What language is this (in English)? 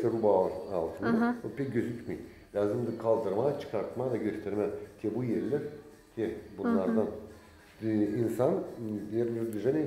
Gagauz